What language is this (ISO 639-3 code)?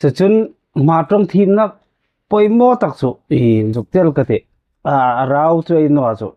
hmr